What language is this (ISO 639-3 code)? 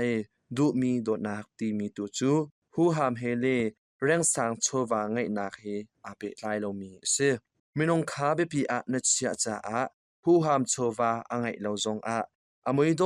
cnh